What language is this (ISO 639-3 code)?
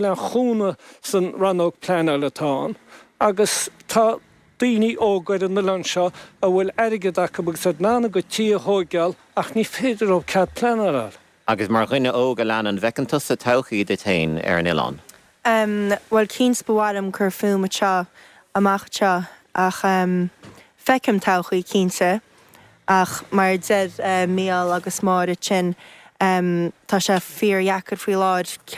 gle